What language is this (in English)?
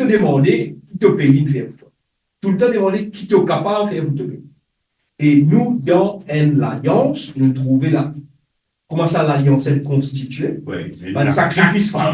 Morisyen